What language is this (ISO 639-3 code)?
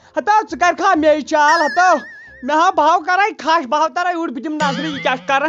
kas